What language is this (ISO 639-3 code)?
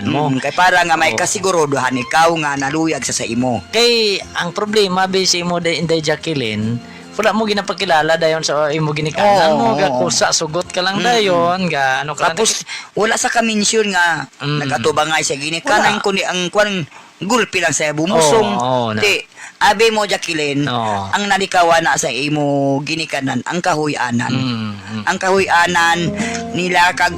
hil